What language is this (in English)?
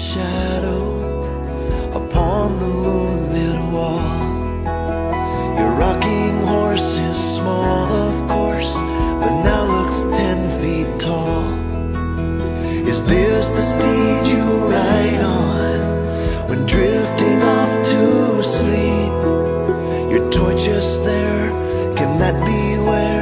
English